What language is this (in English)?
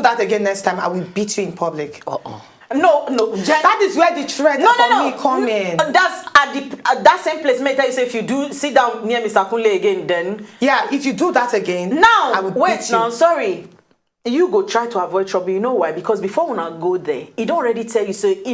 Nigerian Pidgin